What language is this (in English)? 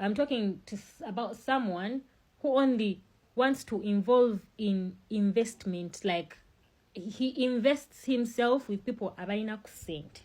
Ganda